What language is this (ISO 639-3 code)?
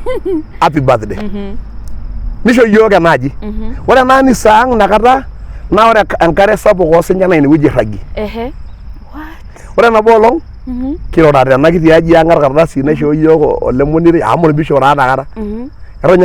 mas